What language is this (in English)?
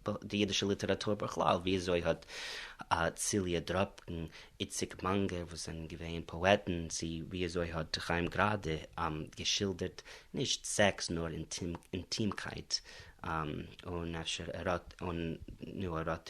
Yiddish